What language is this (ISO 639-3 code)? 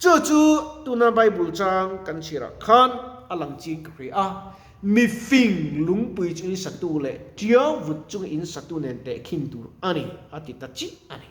lus